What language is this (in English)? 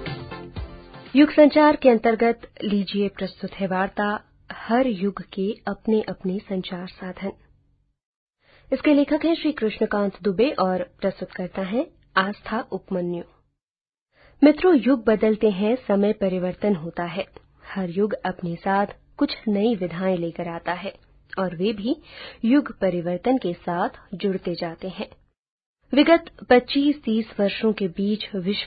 Hindi